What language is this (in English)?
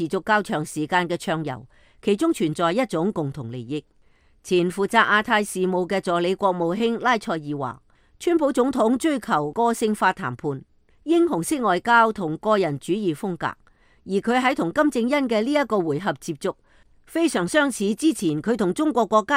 Cantonese